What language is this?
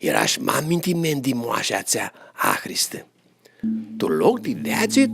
Aromanian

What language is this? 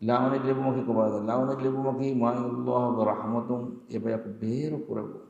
Divehi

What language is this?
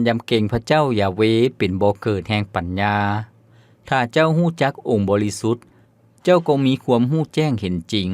Lao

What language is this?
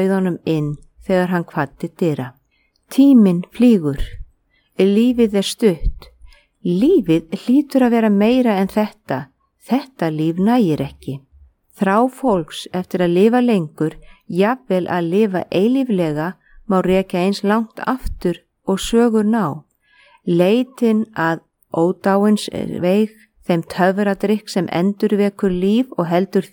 Icelandic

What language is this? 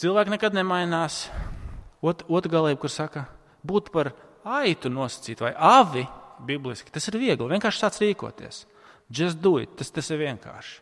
Latvian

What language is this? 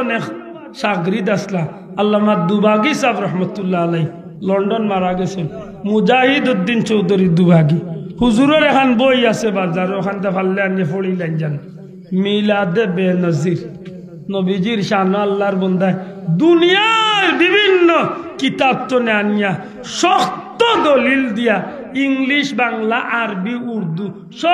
Sylheti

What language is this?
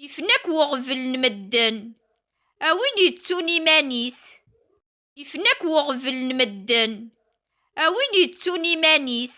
Kabyle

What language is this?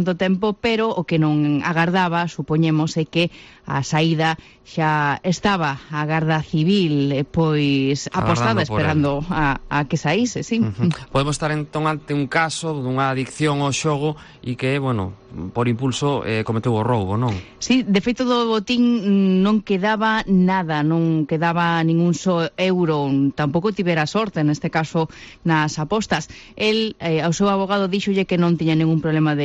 Galician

